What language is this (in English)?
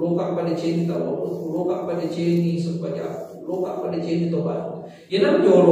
Buginese